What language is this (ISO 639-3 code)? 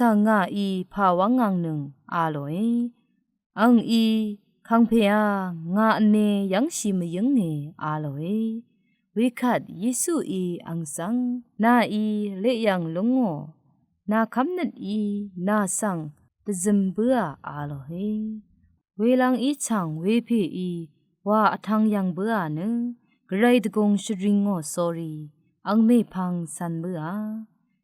raw